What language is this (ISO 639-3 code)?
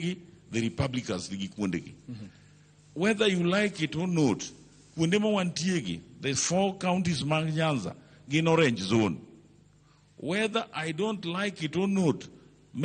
luo